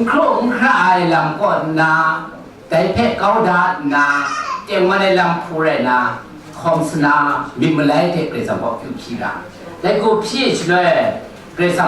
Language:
Kachin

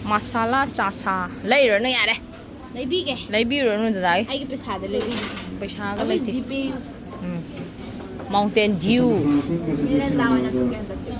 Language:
Manipuri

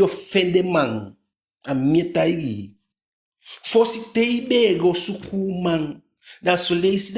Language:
Eastern Maroon Creole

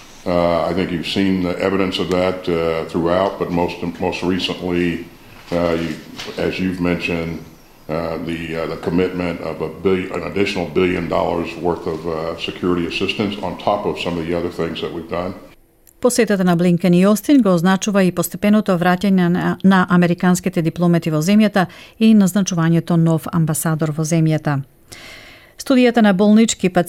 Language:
Macedonian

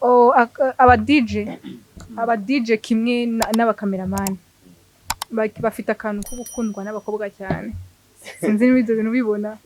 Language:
Kinyarwanda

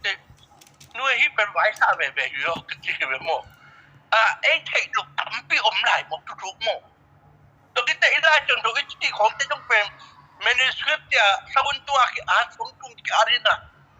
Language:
Tedim Chin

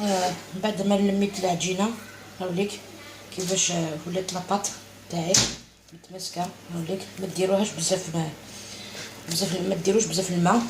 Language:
Algerian Arabic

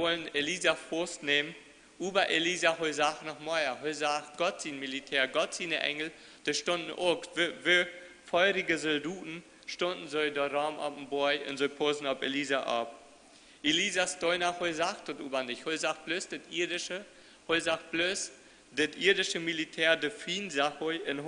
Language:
Plautdietsch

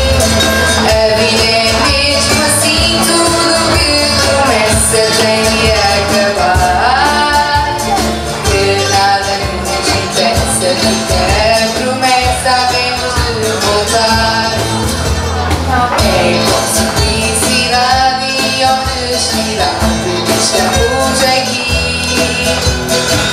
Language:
Portuguese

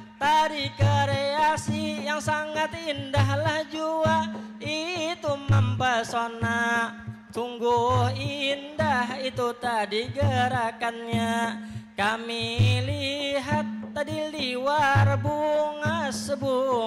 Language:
Banjar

